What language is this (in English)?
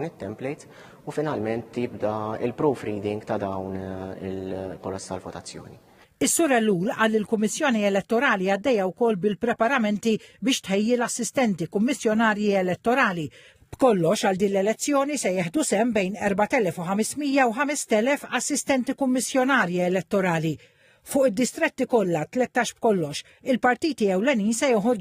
Maltese